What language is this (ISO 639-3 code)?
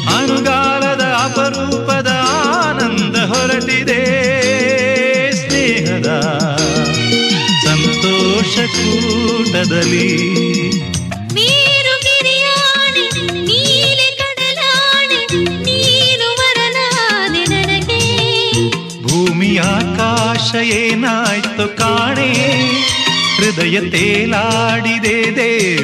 kan